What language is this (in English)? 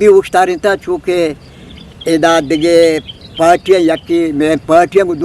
Eastern Balochi